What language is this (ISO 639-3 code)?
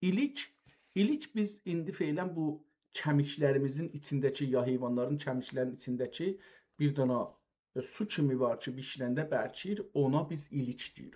azb